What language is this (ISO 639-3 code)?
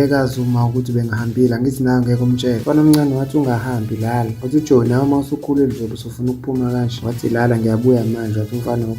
zul